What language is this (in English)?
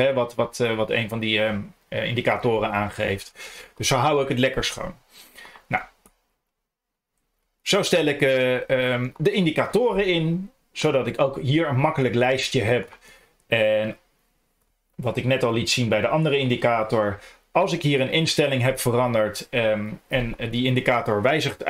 Dutch